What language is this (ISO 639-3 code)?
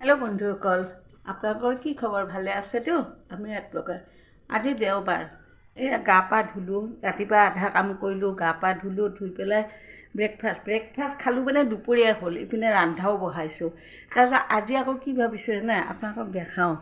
asm